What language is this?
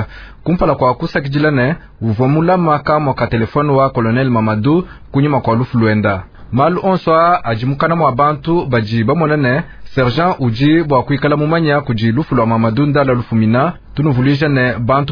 Luba-Lulua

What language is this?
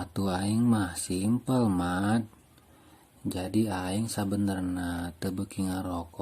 Sundanese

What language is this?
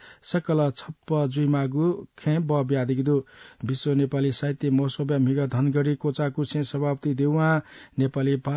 Newari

